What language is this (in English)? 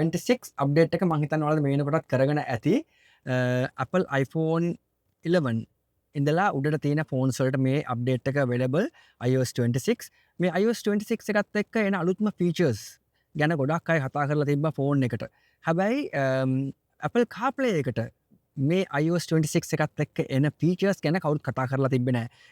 Sinhala